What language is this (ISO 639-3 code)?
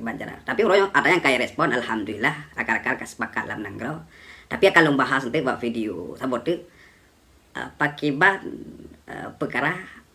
ace